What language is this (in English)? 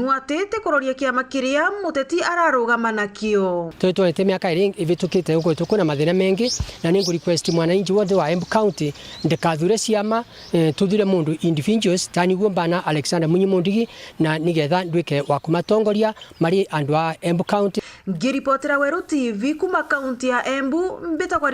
Meru